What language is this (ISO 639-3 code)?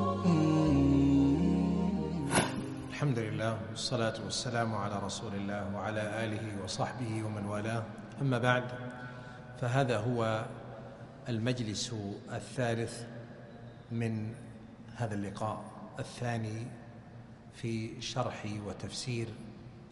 ara